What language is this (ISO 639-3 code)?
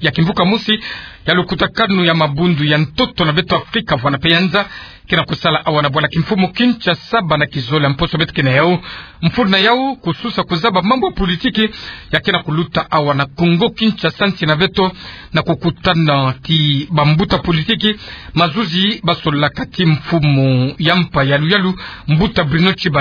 ktu